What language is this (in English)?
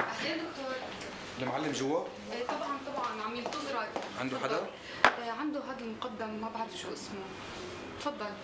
North Levantine Arabic